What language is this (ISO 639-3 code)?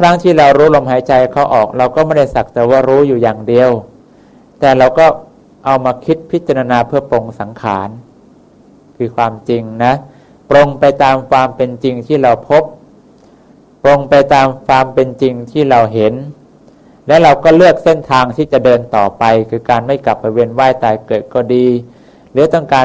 tha